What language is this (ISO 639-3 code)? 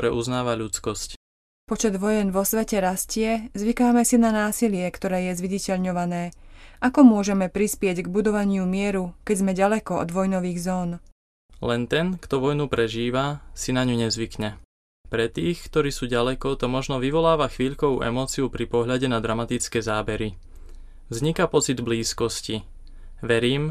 slk